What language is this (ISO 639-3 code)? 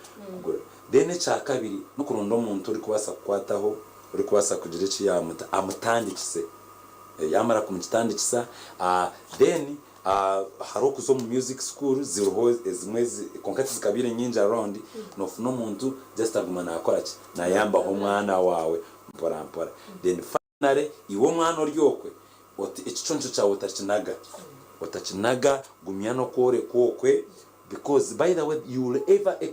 nyn